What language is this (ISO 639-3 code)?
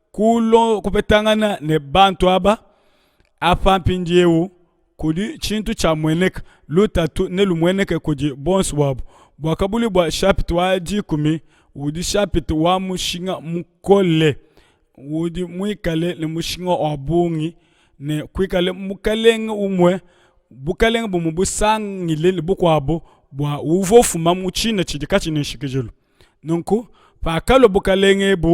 lua